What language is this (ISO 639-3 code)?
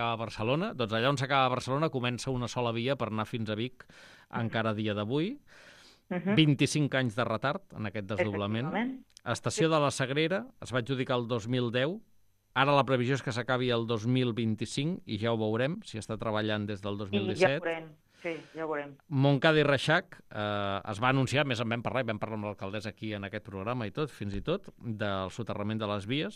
cat